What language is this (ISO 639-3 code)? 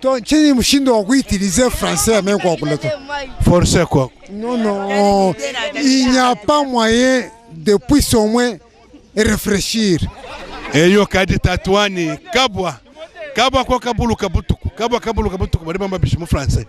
lua